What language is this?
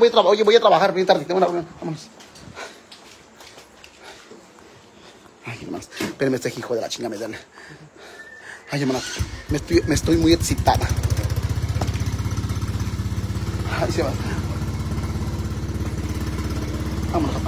Spanish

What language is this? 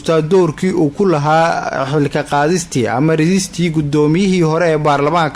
Somali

